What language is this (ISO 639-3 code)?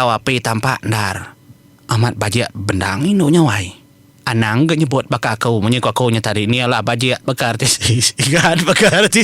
iba